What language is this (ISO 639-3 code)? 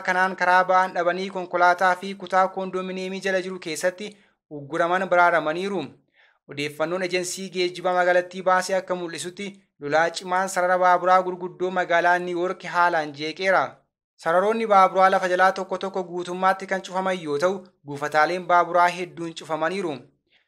orm